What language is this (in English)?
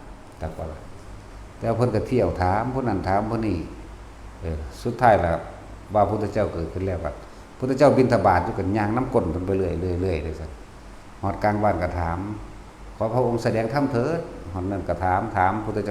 Northeastern Thai